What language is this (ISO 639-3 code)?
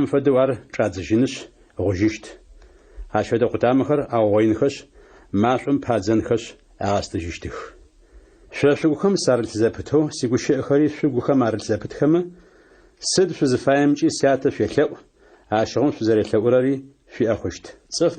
ady